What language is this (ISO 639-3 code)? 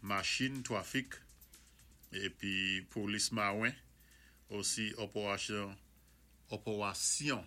acf